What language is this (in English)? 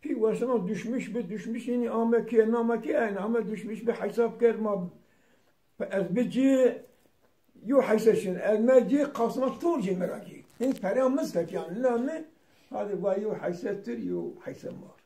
Zaza